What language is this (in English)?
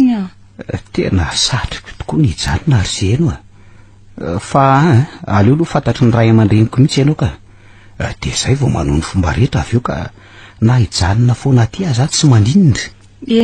Malagasy